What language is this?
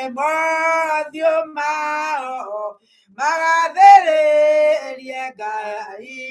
Kikuyu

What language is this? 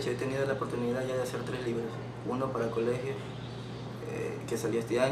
Spanish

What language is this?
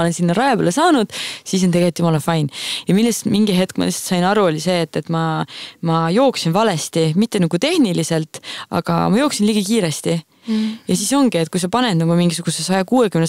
Estonian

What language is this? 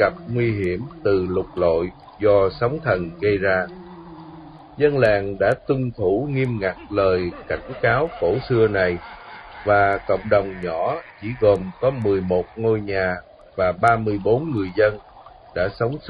Vietnamese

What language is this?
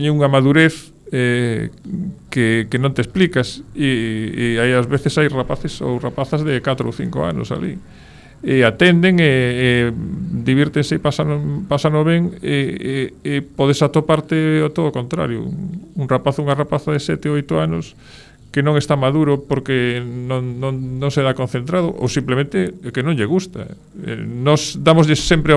Galician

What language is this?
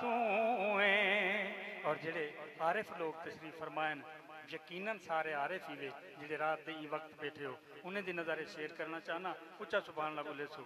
Saraiki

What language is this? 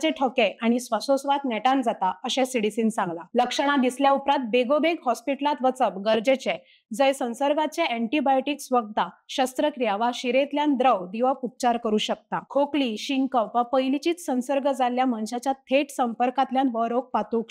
Konkani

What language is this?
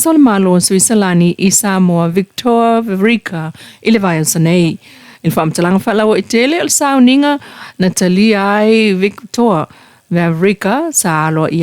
Samoan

